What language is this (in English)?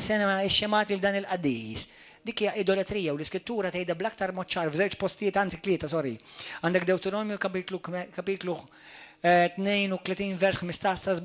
Maltese